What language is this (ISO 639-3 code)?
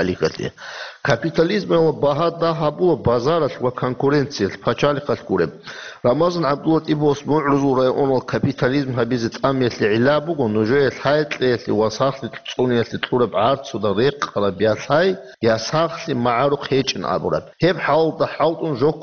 ava